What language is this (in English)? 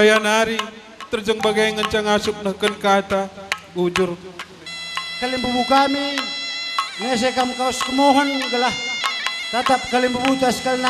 Batak Karo